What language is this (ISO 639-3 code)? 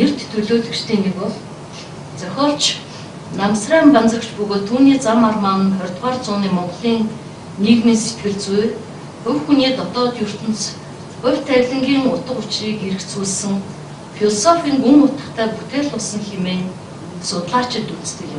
mon